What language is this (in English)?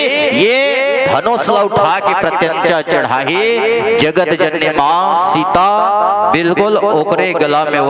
Chhattisgarhi